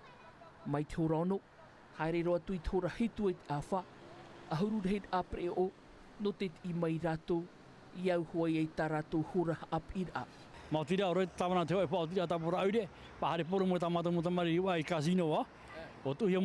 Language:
Tahitian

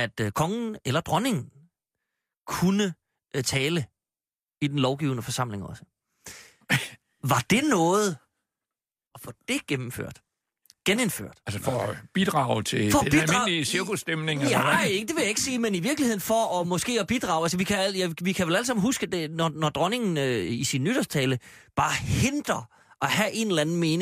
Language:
Danish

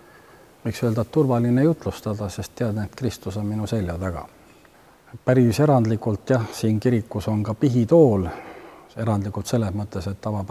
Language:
Estonian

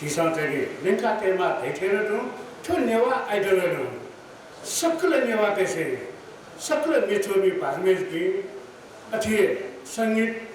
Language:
Newari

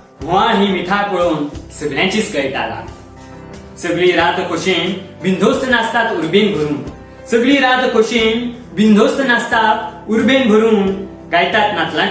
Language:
Konkani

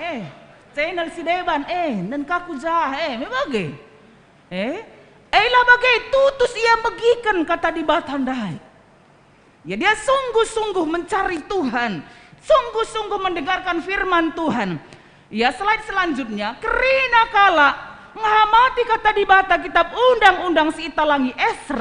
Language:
Batak Karo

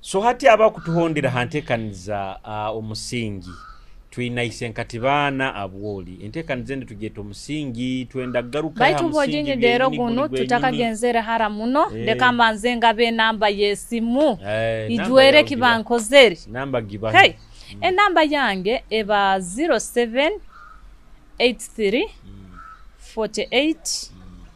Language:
Nyoro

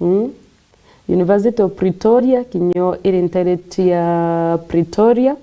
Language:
Meru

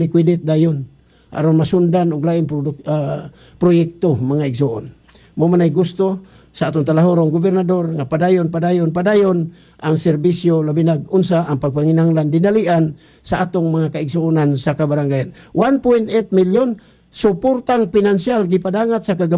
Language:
Cebuano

